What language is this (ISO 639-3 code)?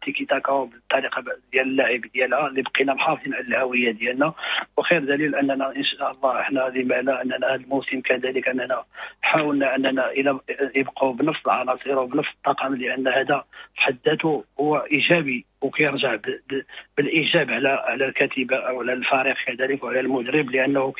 ary